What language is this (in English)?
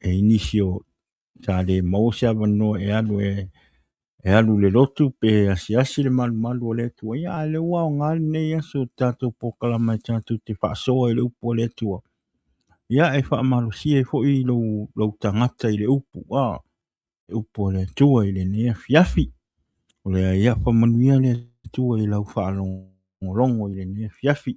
Samoan